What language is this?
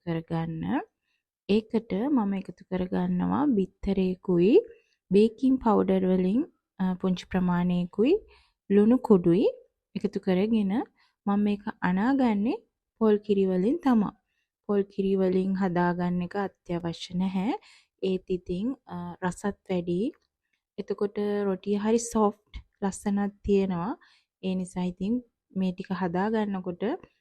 Sinhala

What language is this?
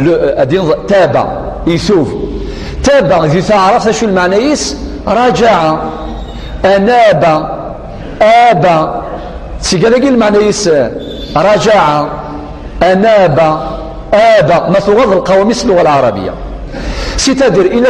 Kabyle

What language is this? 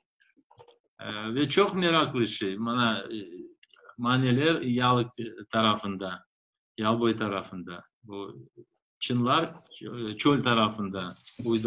Crimean Tatar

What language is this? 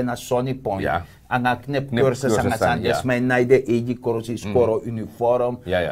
Sranan Tongo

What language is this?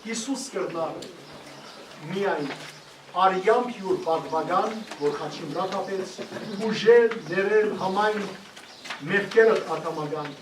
Western Armenian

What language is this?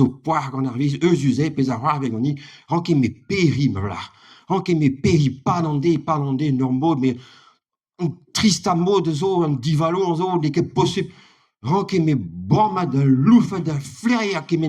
Breton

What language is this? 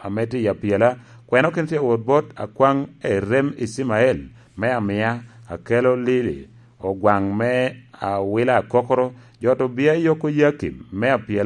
Lango (Uganda)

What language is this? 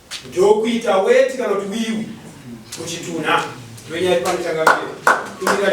Shona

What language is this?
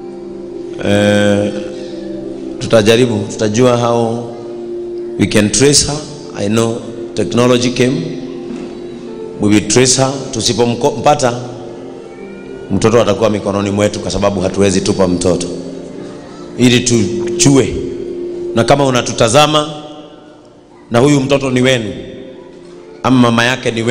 Swahili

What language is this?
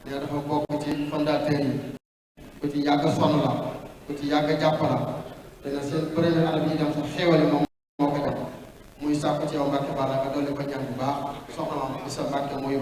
Wolof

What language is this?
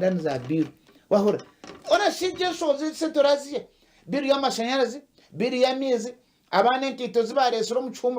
Nyankole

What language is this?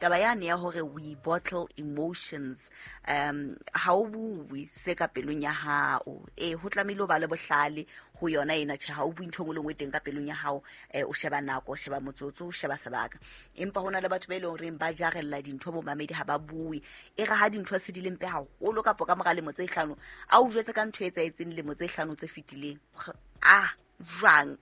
Southern Sotho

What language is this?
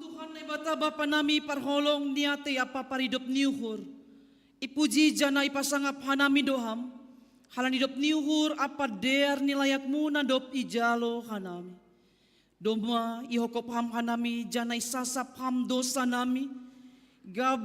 Batak Simalungun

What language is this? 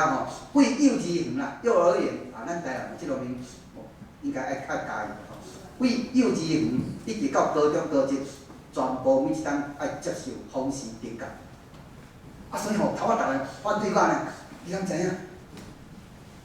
Min Nan Chinese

